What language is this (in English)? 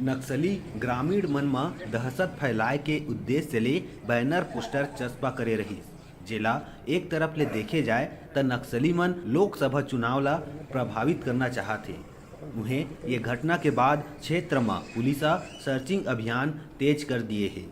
Chhattisgarhi